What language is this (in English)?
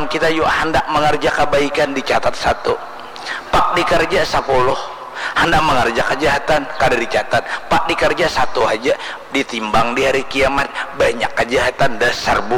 Banjar